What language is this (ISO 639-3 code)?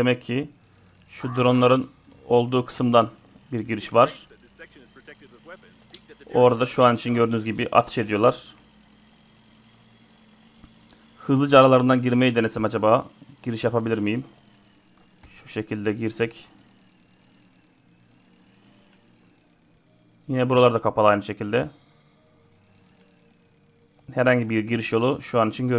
tur